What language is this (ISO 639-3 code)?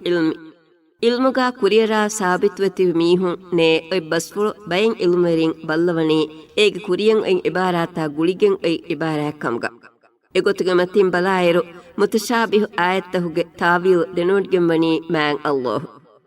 div